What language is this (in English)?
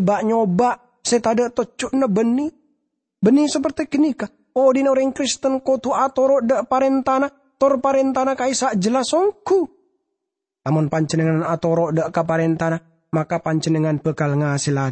Madurese